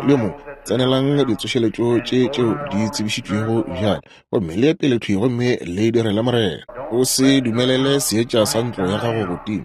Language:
Northern Sotho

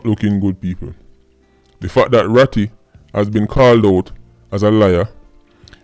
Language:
Jamaican Creole English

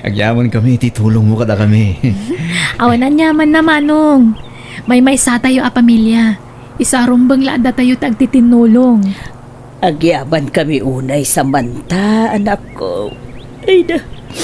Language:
Iloko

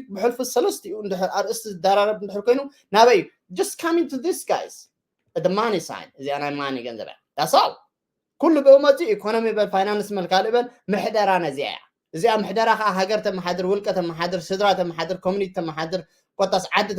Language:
Tigrinya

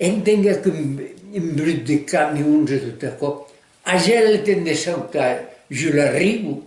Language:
Occitan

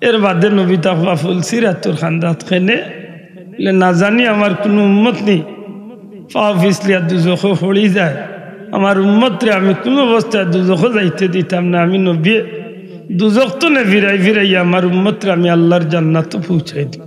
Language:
Sylheti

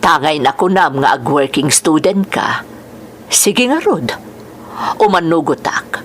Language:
Iloko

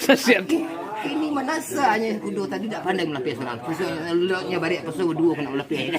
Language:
Minangkabau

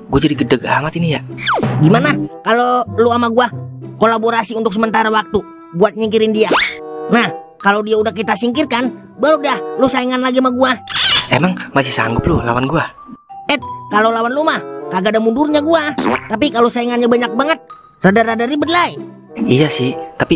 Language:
Betawi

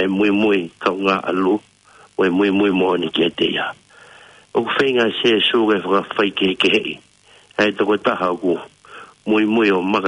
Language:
Tongan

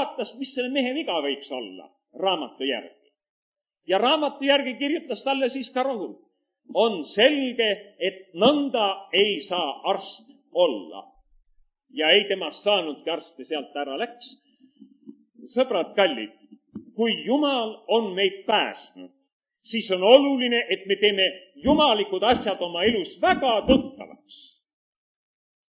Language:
Estonian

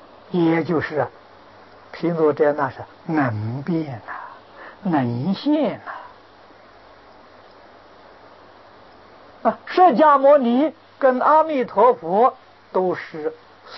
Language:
Chinese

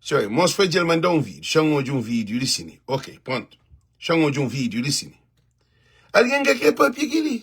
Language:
Kabuverdianu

